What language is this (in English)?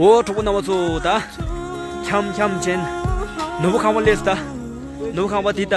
Tibetan